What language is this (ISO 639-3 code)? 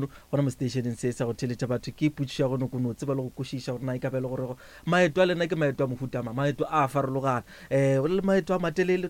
nso